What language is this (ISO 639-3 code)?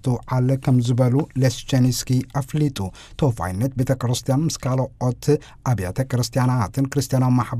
tir